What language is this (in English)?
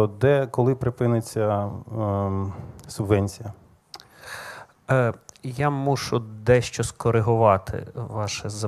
Ukrainian